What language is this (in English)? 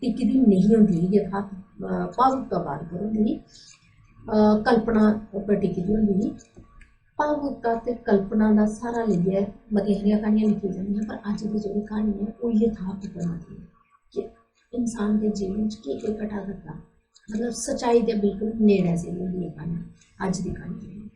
Dogri